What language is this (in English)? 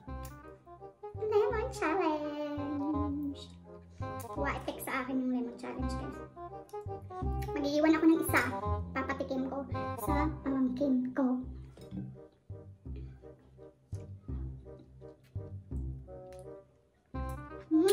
Filipino